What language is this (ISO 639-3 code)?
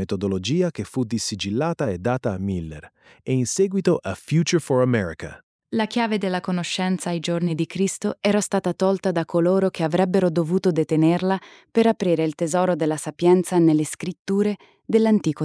ita